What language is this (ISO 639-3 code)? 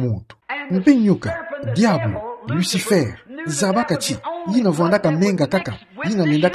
ktu